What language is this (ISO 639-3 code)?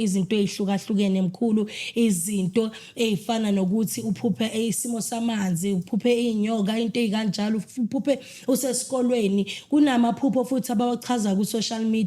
zul